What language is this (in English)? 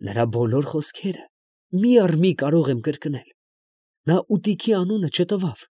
Armenian